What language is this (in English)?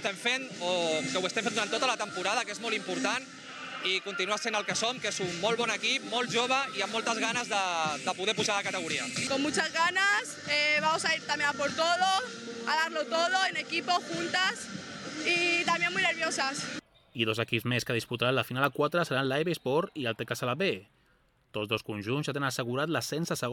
Catalan